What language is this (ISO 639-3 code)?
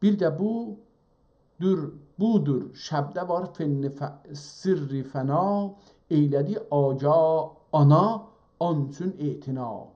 azb